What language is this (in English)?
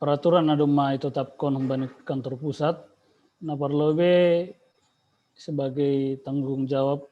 Batak Simalungun